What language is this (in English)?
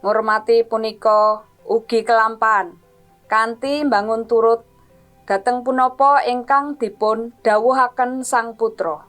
Javanese